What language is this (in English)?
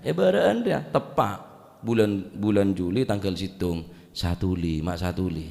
Madurese